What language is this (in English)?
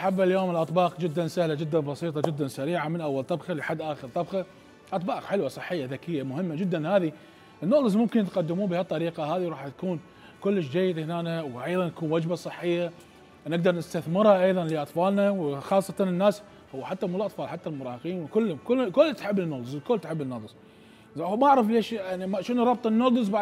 Mesopotamian Arabic